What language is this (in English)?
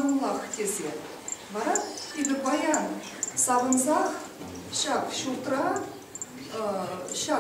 Chuvash